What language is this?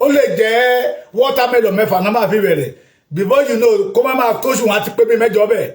Yoruba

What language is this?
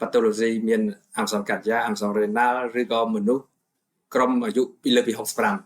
Khmer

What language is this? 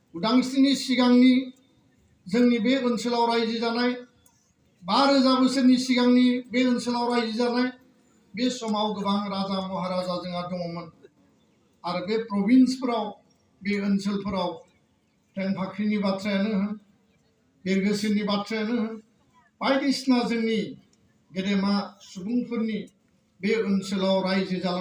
Bodo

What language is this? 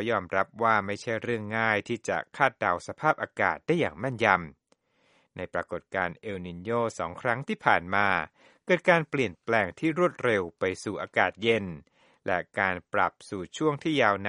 Thai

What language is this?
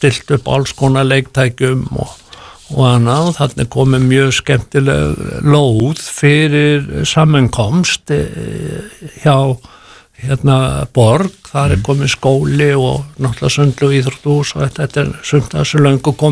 Icelandic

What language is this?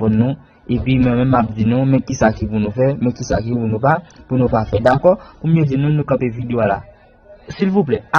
Haitian Creole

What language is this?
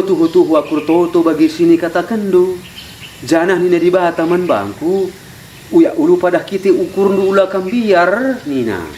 Batak Karo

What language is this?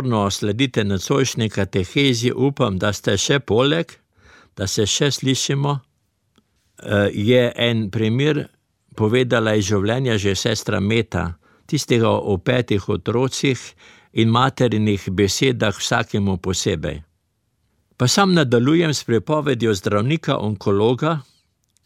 Slovenian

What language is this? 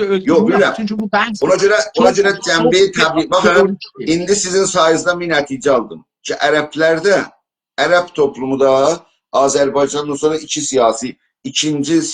South Azerbaijani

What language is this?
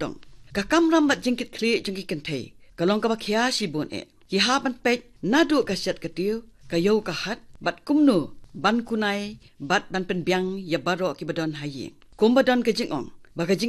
Khasi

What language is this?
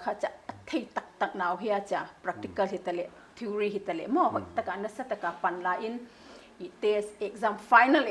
Paite Chin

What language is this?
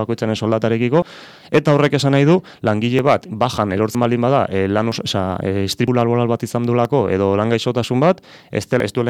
Basque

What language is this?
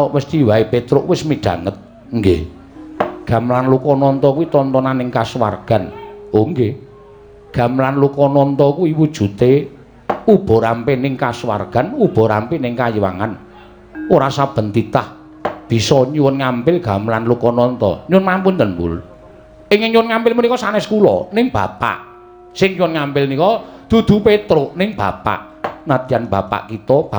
Javanese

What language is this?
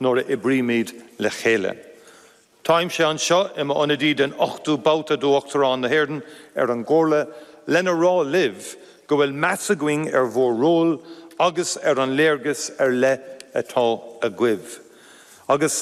Irish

